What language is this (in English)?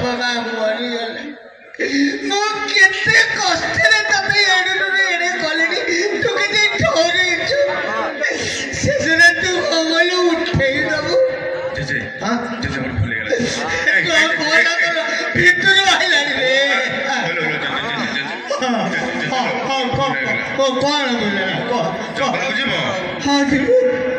Odia